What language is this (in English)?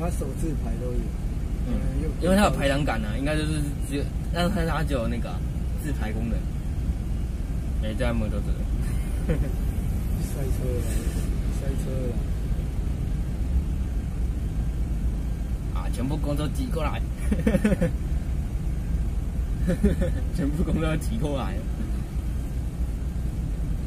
Chinese